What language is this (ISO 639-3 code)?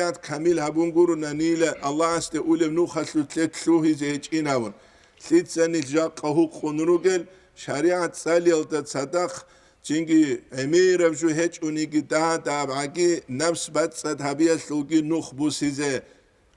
ava